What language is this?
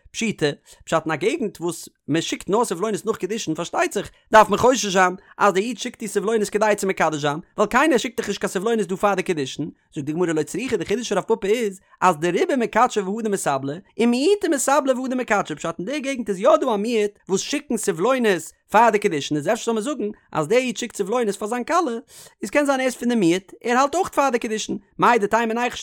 Yiddish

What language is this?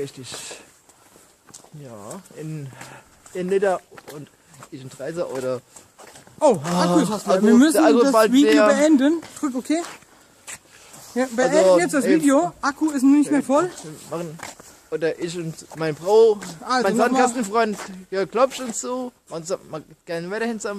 German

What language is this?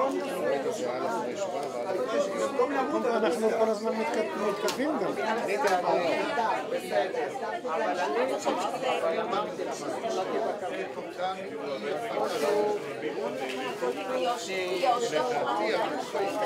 Hebrew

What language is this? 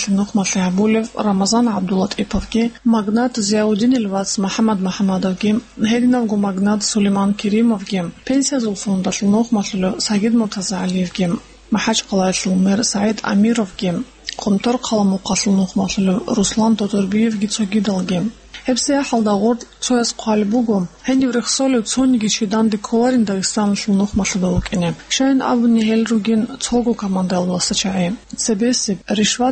Avaric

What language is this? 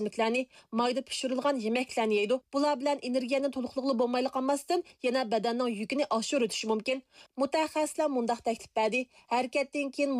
Uyghur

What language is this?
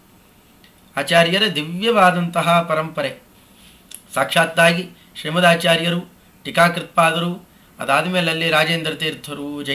Kannada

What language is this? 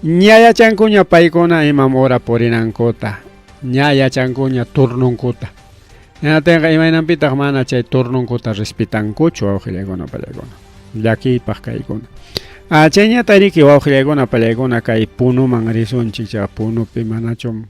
Ayacucho Quechua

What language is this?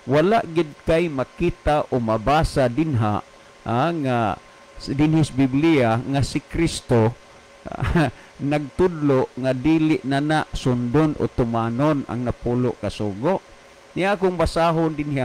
Cebuano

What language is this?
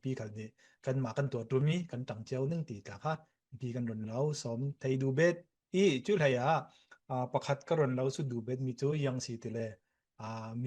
Falam Chin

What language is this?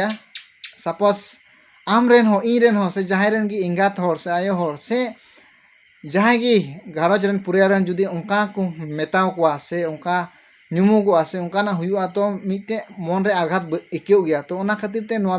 Santali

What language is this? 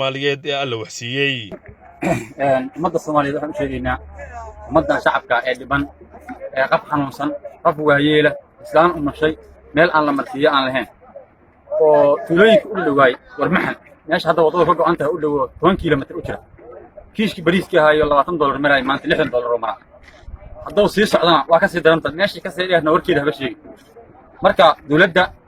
Somali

